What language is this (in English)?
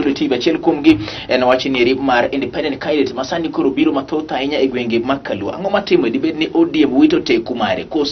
Luo (Kenya and Tanzania)